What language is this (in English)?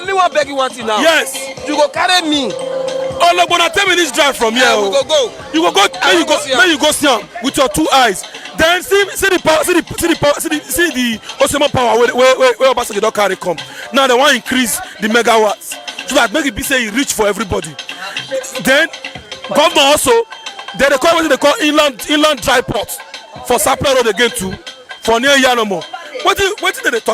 Nigerian Pidgin